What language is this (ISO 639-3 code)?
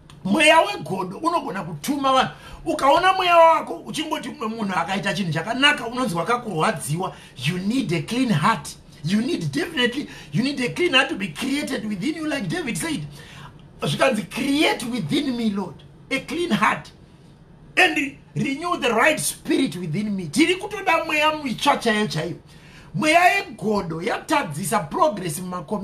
sna